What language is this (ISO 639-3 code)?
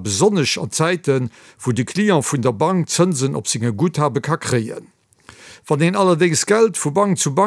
ltz